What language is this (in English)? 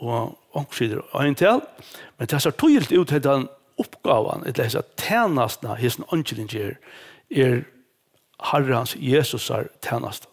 Faroese